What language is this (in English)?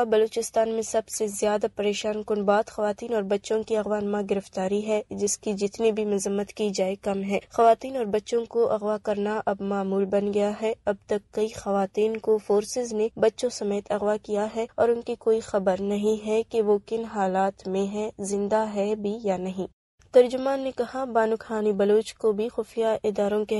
Urdu